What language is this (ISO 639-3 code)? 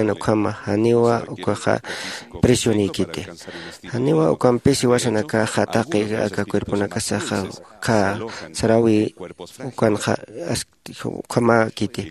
aym